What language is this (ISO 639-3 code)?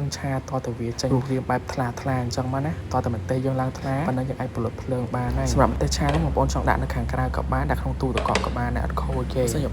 khm